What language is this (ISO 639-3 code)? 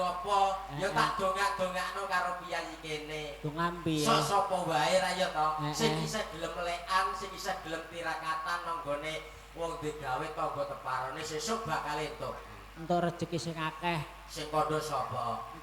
jav